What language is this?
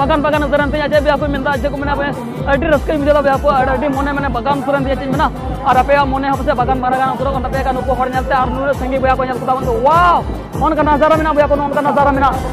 Santali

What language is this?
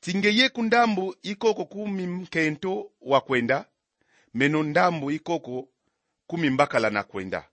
Kongo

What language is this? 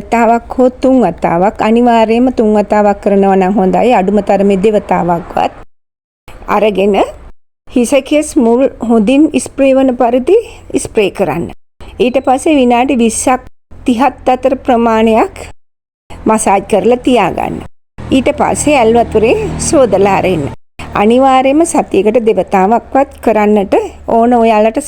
Sinhala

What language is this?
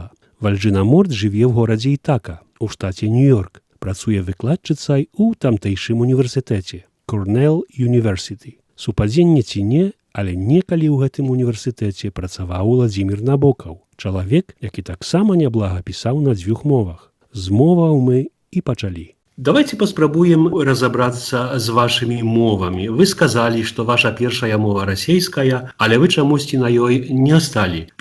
Belarusian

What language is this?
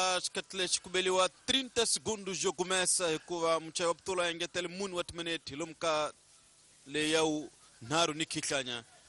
Tsonga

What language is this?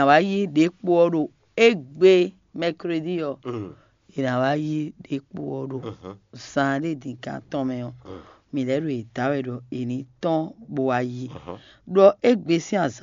Fon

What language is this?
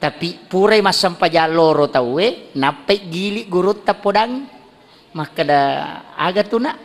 Buginese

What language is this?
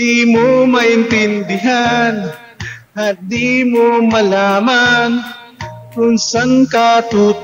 Filipino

